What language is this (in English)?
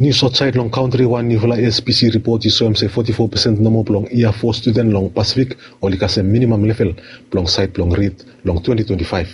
Bislama